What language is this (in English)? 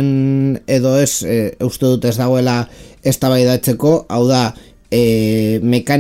Basque